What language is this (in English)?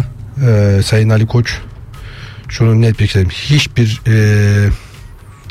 Turkish